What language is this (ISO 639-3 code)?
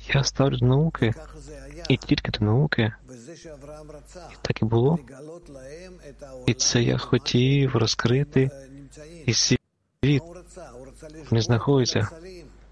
ukr